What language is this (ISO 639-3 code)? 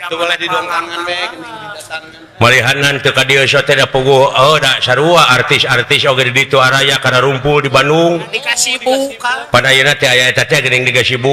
sun